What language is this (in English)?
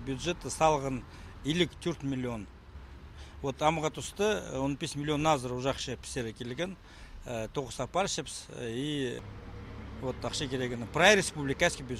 Khakas